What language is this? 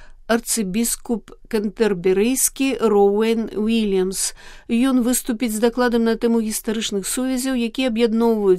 Belarusian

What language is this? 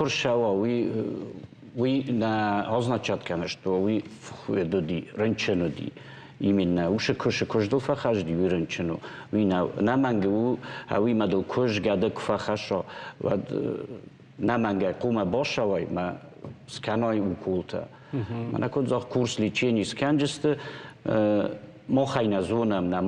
Ossetic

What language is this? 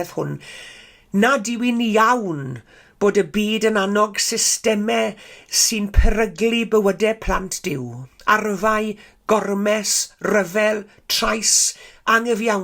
Welsh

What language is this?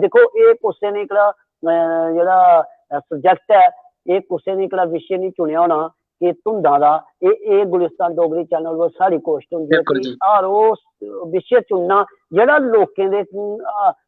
Dogri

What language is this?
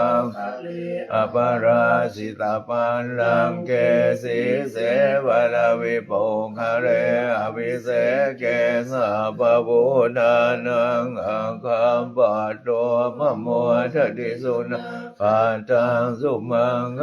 Pali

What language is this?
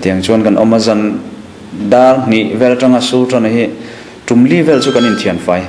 Mizo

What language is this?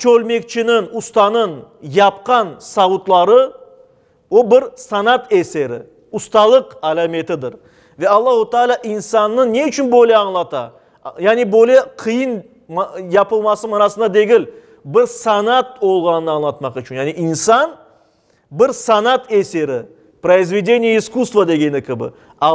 Crimean Tatar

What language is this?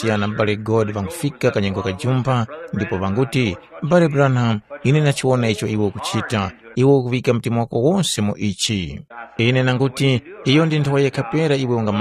Tumbuka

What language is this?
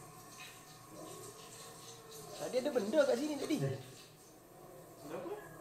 Malay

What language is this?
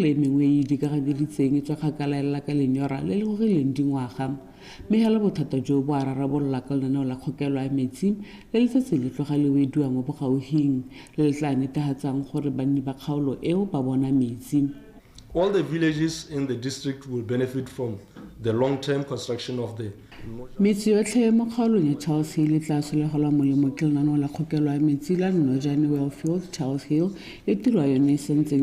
Tswana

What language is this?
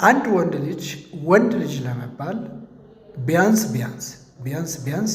Amharic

